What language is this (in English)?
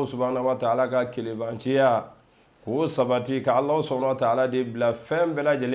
Bambara